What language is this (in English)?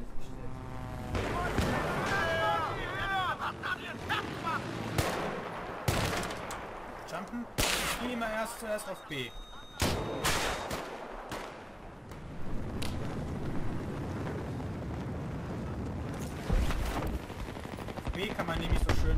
German